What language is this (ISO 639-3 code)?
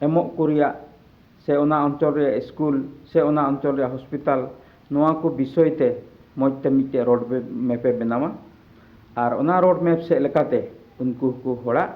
sat